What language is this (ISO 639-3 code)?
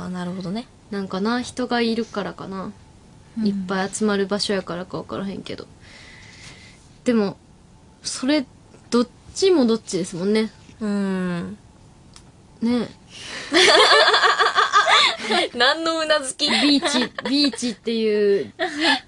jpn